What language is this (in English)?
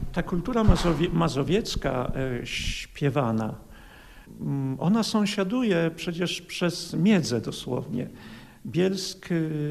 Polish